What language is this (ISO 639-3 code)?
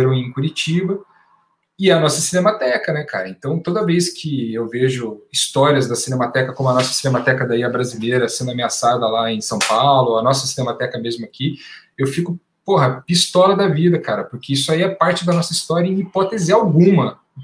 por